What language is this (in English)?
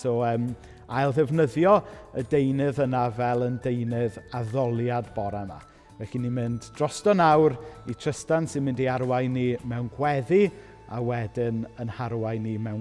Welsh